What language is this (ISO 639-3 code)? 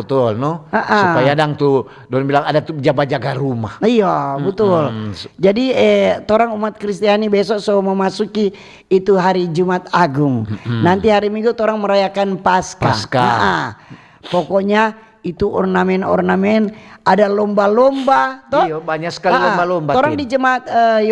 xmm